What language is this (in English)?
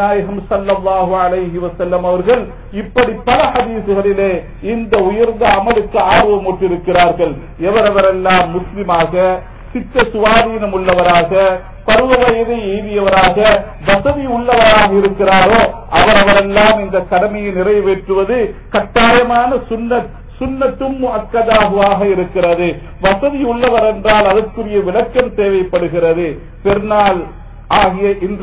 Tamil